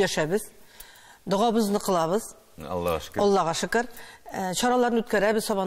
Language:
Tatar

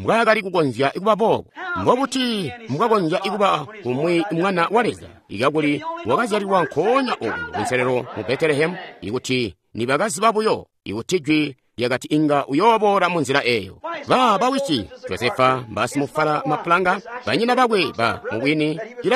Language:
Tonga (Zambia)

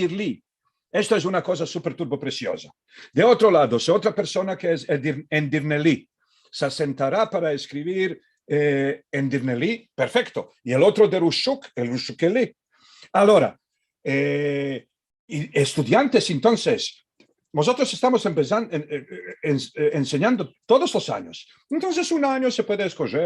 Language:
Ladino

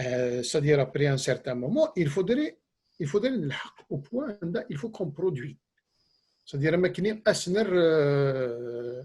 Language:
Kabyle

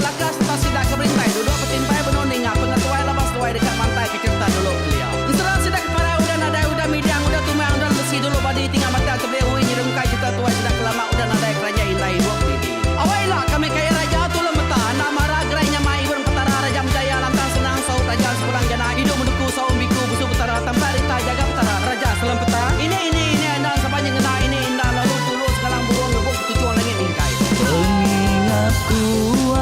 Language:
Iban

